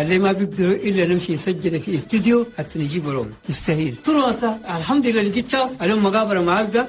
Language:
Chadian Arabic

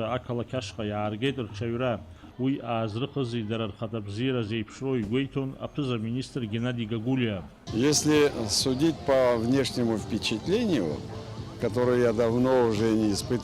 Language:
Abkhazian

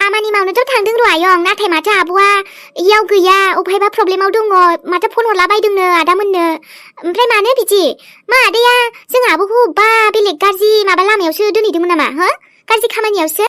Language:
Bodo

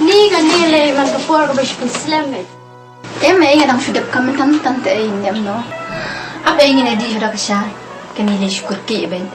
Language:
Khasi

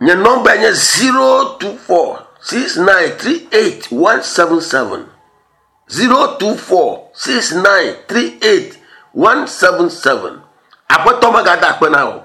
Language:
Ewe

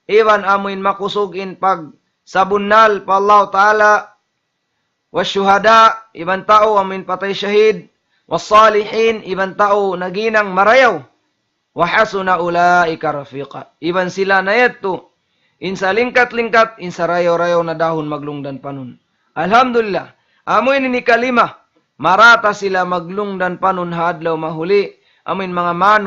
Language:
Tausug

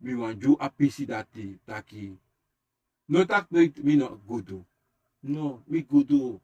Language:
Sranan Tongo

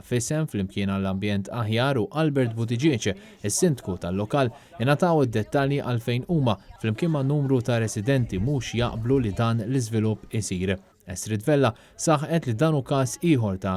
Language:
Maltese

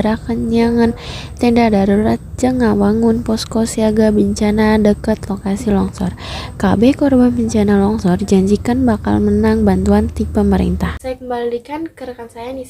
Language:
Sundanese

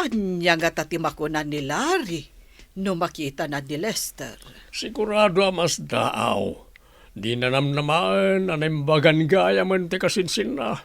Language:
Iloko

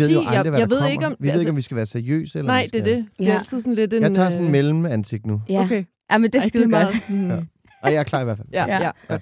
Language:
Danish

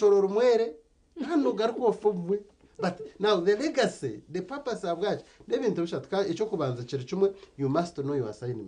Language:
Nyankole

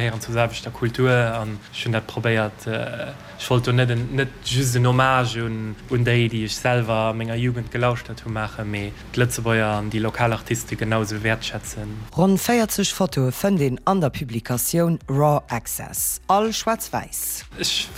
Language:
Luxembourgish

